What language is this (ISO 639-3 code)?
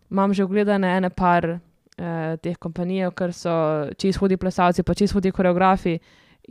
slv